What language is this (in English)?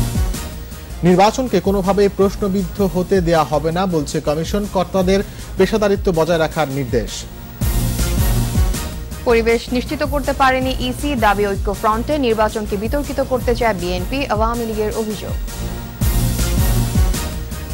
Bangla